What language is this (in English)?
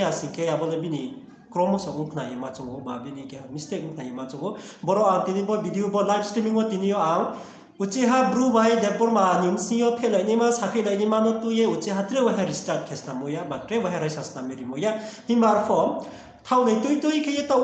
Riang (India)